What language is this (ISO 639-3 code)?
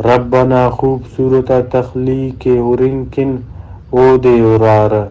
brh